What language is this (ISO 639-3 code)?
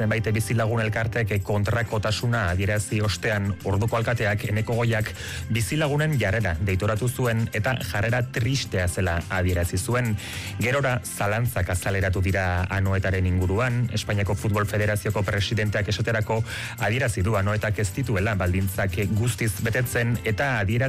eus